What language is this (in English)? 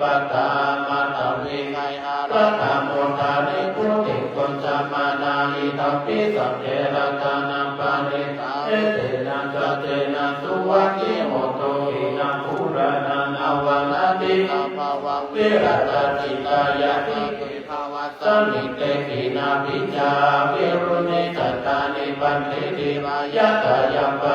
Pali